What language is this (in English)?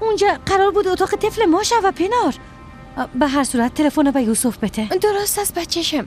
Persian